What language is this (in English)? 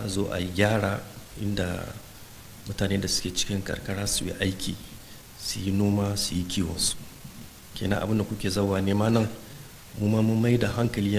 Hausa